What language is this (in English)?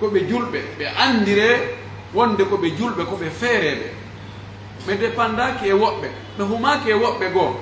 Pular